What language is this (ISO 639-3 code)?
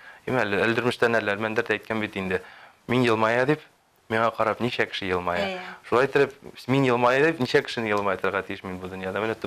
tat